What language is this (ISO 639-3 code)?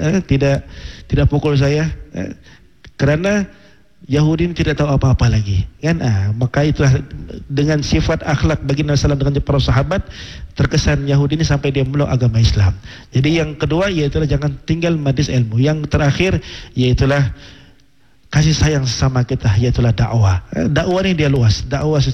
msa